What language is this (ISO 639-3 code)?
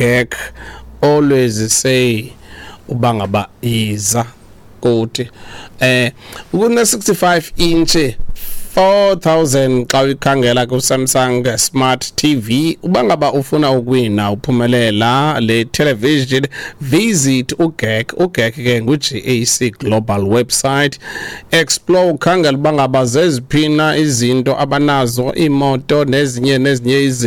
xho